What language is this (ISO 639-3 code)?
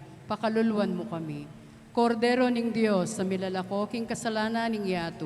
pam